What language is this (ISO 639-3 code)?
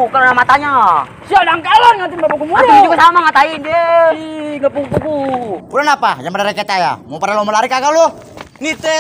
bew